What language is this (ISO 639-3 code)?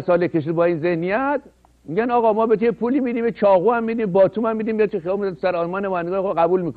fas